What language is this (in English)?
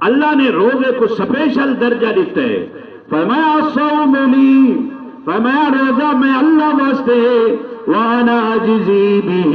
Saraiki